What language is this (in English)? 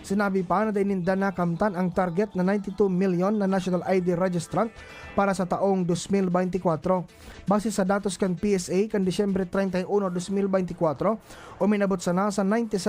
Bikol